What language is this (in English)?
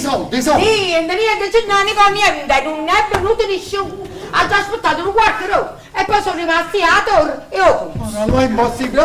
Neapolitan